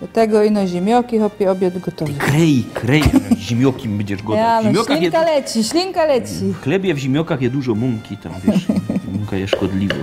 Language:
Silesian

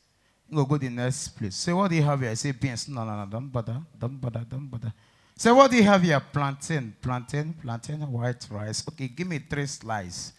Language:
Nigerian Pidgin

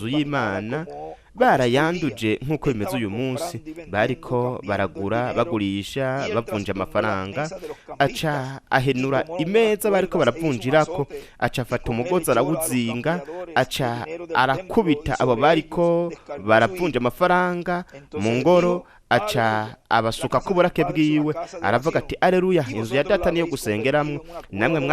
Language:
Rundi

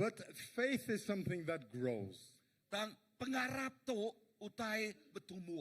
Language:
Iban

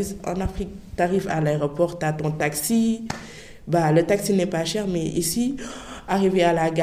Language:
French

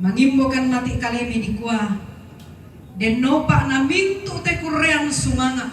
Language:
Toraja-Sa'dan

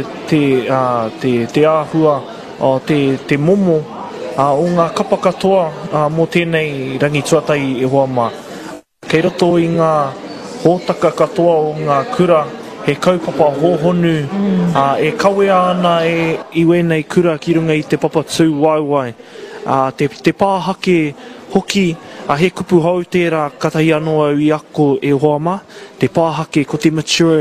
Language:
Māori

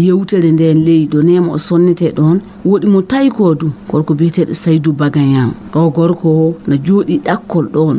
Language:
Fula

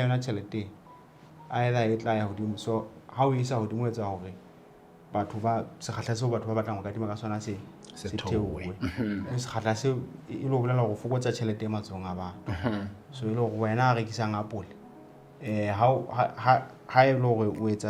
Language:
Southern Sotho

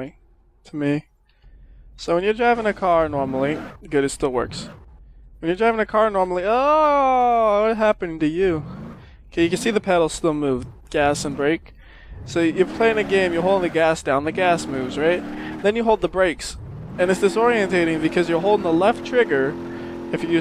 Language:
English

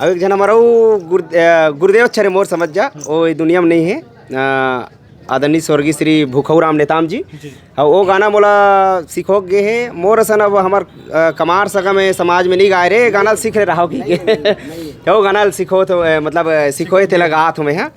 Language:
Chhattisgarhi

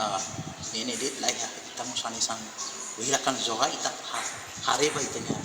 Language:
Tetum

